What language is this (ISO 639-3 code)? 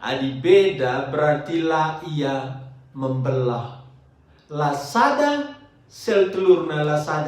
btx